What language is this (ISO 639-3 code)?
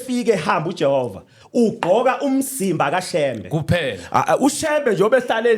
zul